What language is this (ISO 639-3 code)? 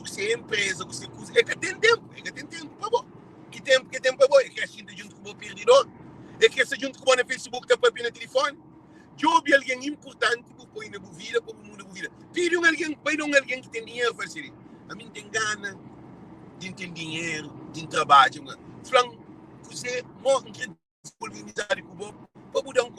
kea